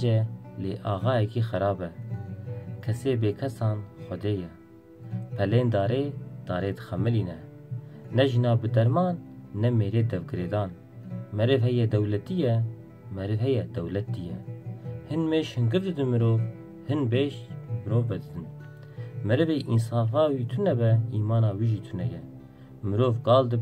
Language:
Kurdish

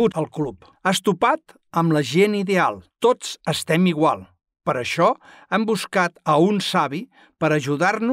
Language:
Catalan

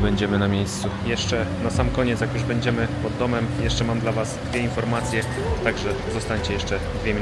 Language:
Polish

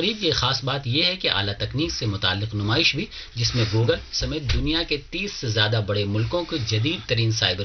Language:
Urdu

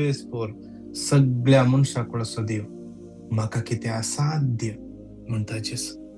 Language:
Konkani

